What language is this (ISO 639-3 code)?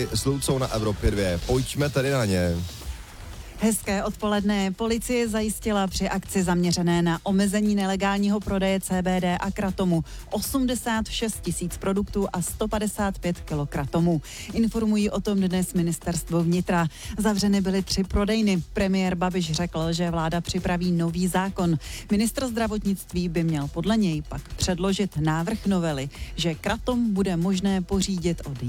ces